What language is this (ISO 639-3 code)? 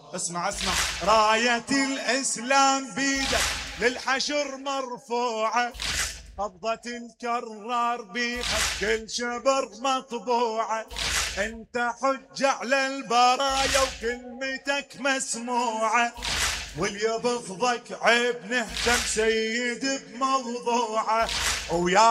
acm